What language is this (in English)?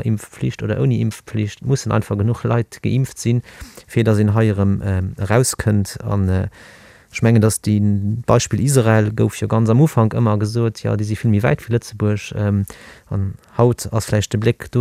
Luxembourgish